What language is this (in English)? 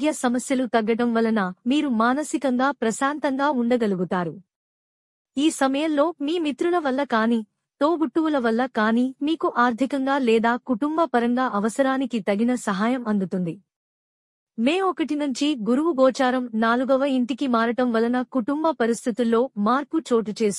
Telugu